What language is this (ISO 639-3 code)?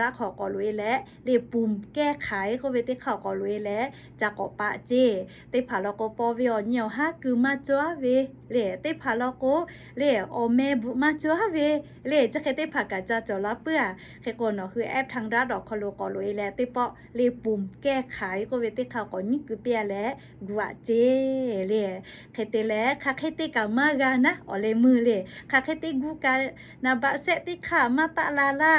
lhu